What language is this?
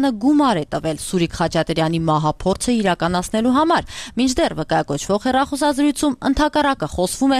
Armenian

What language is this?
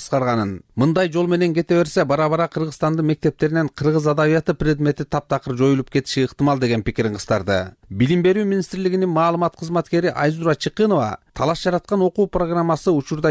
Kyrgyz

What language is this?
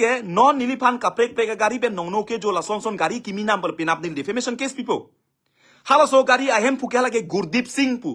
Karbi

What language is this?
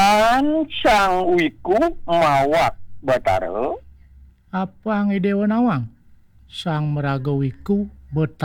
Balinese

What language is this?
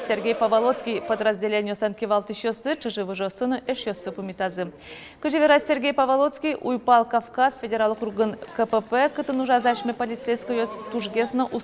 Udmurt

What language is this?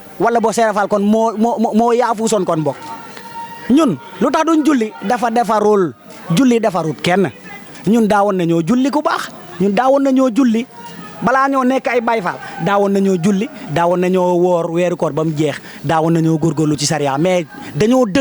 Wolof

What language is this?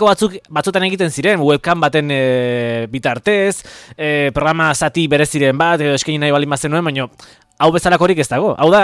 Basque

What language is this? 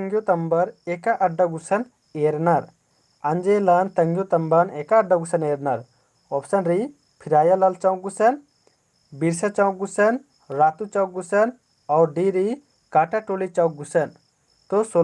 Kurukh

